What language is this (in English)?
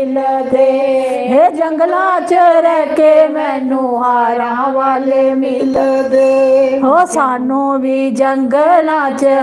Dogri